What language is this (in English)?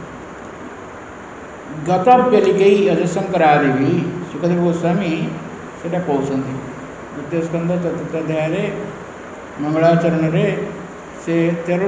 Odia